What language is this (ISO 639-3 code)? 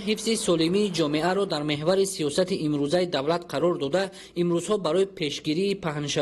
tgk